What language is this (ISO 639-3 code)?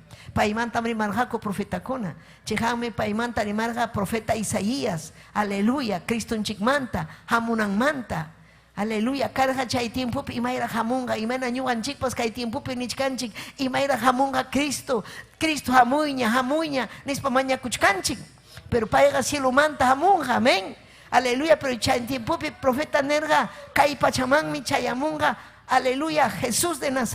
quy